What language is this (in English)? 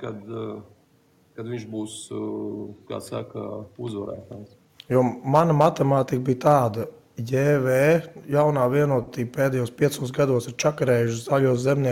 Latvian